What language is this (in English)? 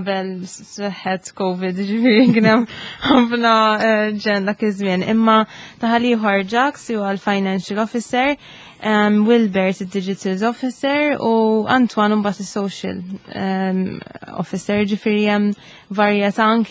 Maltese